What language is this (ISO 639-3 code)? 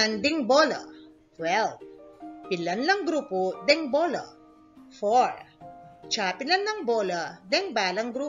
pam